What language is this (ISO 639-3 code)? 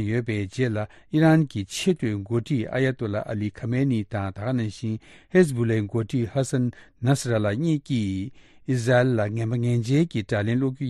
bod